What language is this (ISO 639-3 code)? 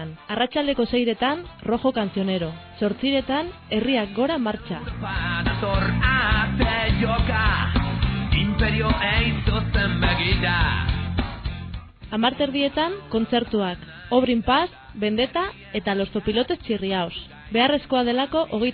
eus